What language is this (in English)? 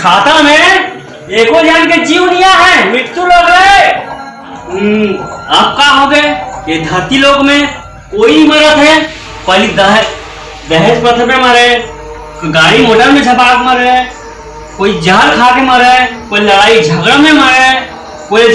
Chhattisgarhi